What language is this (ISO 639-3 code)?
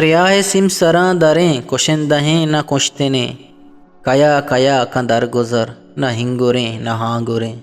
bgp